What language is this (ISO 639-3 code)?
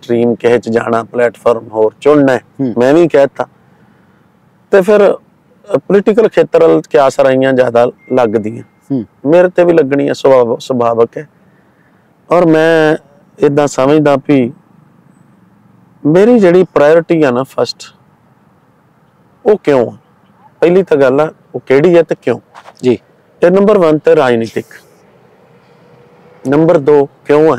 pan